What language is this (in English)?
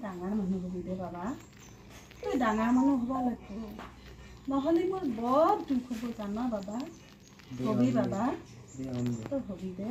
Assamese